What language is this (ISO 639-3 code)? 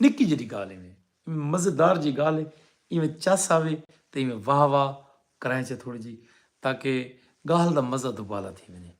skr